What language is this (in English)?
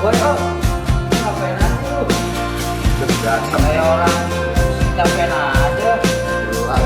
Betawi